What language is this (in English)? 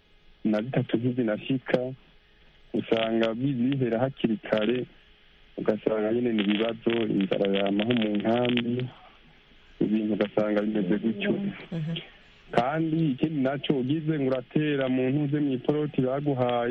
Kinyarwanda